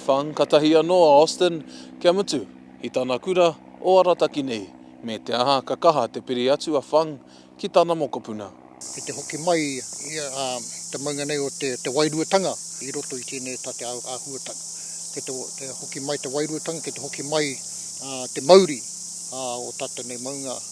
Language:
Māori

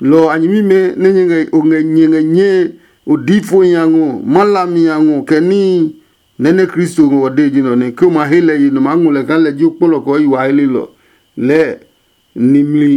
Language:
Adangme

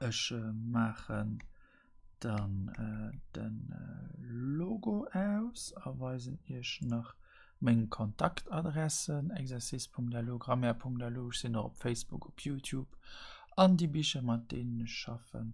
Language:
Luxembourgish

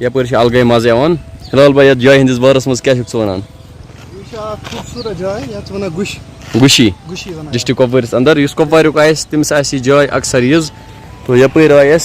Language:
Kashmiri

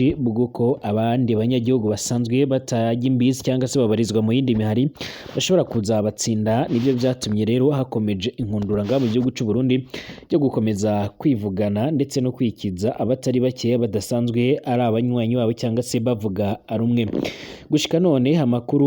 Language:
Rundi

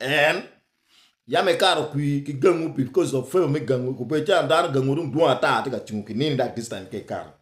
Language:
Acoli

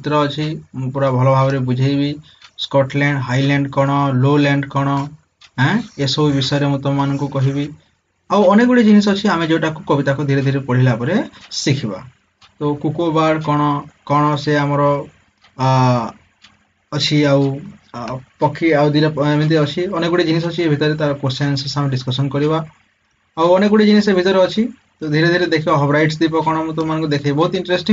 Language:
Odia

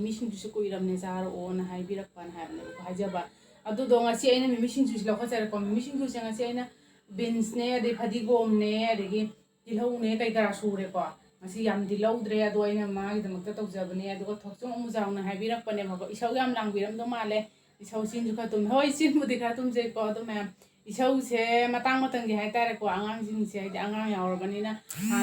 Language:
Manipuri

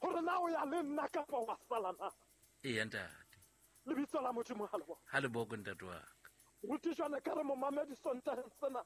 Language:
Southern Sotho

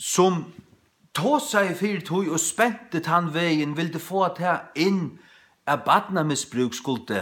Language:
Faroese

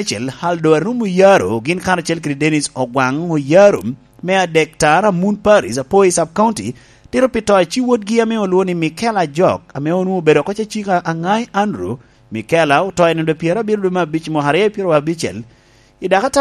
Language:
Lango (Uganda)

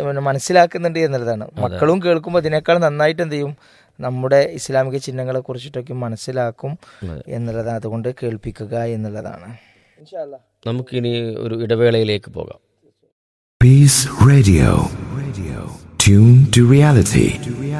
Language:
Malayalam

